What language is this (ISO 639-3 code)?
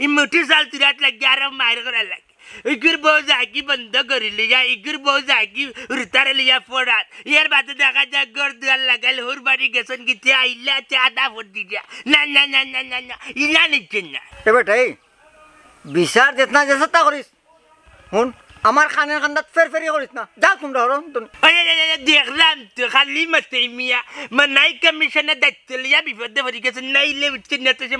syl